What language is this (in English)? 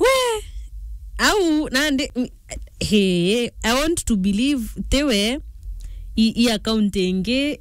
Meru